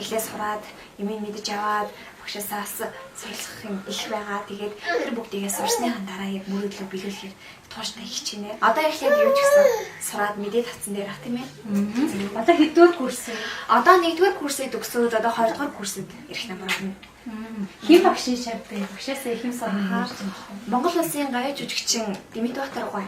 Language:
Mongolian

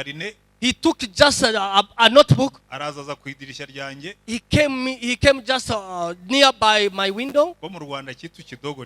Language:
Kinyarwanda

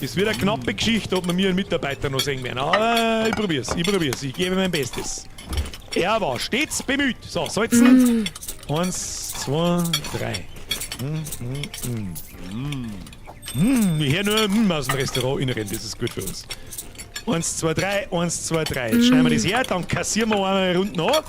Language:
Bavarian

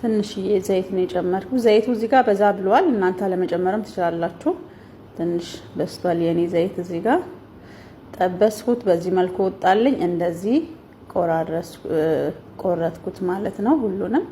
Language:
Amharic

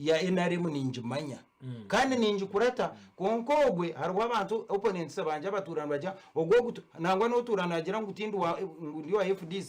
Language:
Nyankole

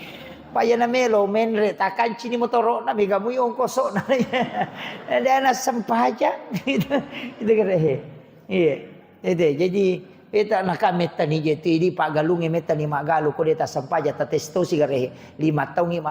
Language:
Buginese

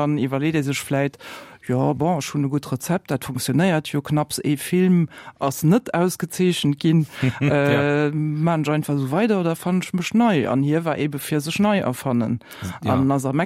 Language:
Luxembourgish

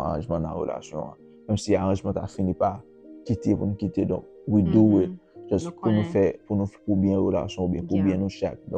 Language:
Haitian Creole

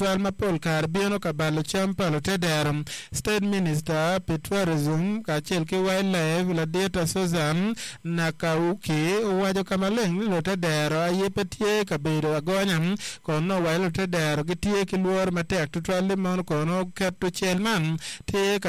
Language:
Acoli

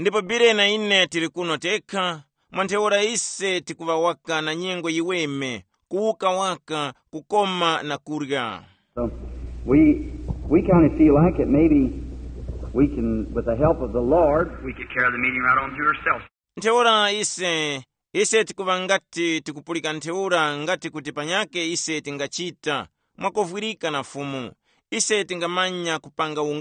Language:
Tumbuka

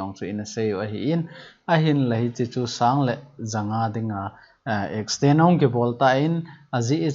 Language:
Thado Chin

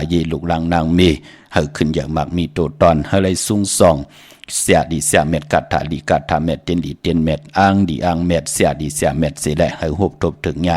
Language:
Shan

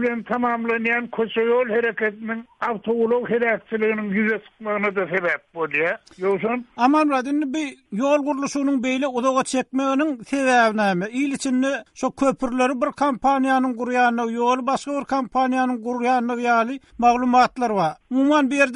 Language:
Turkmen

